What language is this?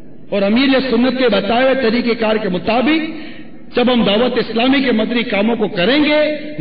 Urdu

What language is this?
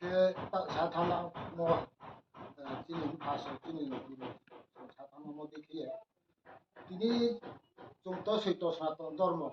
Riang (India)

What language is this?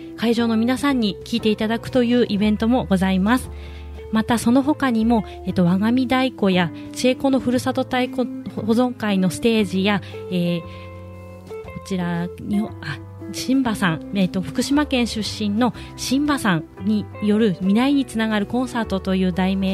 Japanese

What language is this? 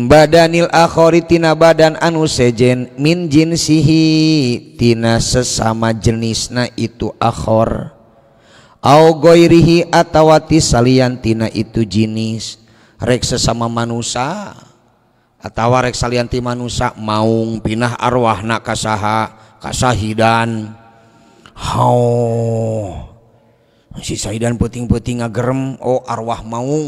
Sundanese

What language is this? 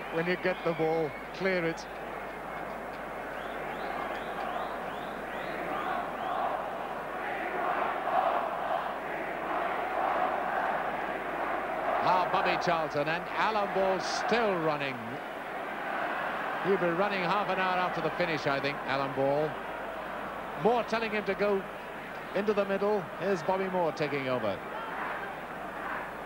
English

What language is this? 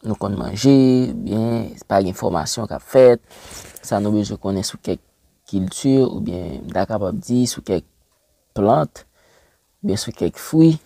Haitian Creole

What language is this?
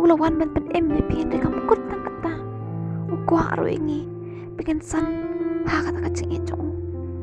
Khasi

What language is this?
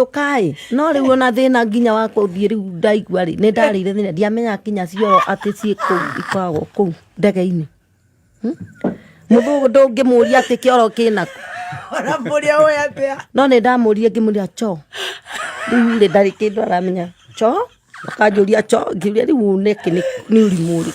Kikuyu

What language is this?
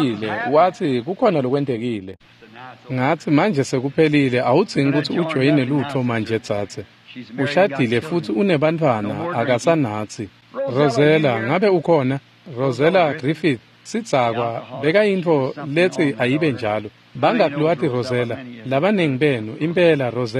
Swati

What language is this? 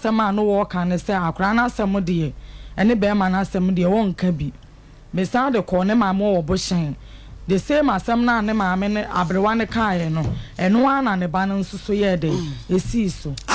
Akan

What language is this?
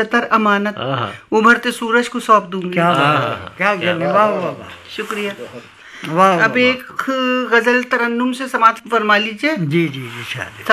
Urdu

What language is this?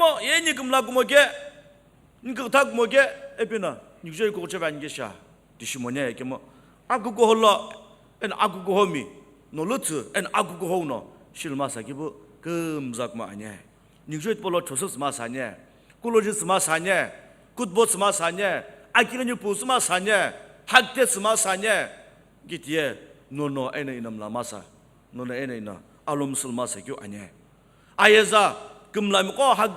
Sumi Naga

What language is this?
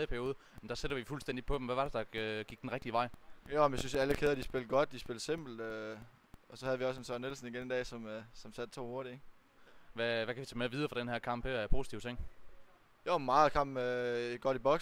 Danish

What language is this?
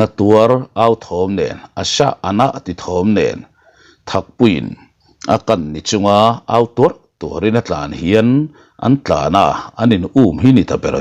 Mizo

